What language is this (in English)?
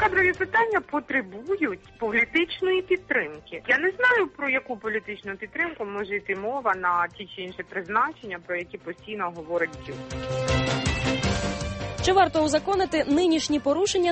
Ukrainian